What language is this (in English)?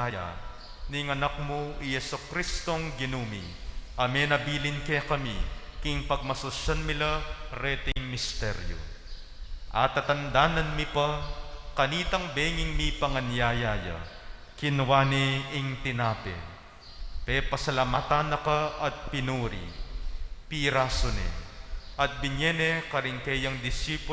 Pampanga